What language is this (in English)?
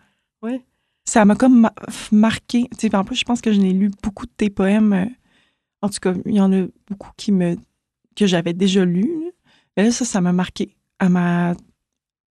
French